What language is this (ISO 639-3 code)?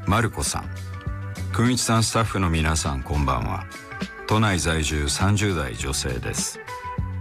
jpn